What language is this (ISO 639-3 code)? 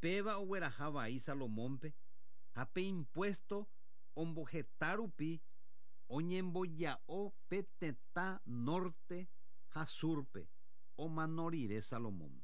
grn